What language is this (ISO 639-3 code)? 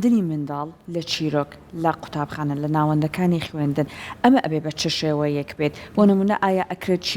ckb